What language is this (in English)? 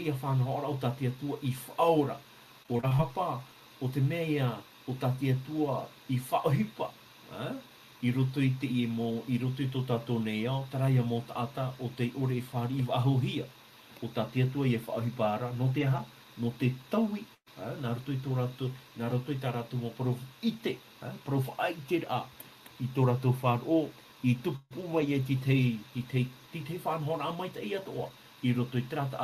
Tahitian